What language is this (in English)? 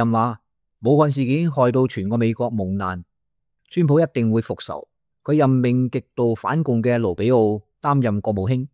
Cantonese